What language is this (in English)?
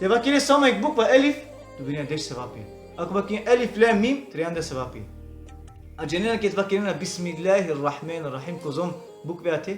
Balkan Romani